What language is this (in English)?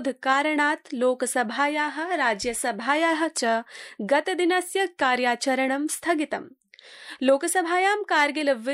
Sanskrit